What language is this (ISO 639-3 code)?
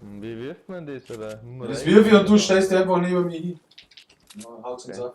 bar